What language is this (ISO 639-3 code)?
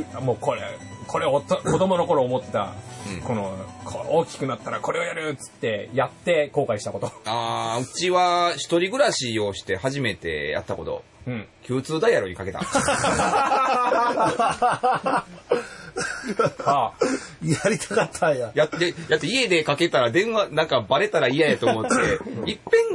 jpn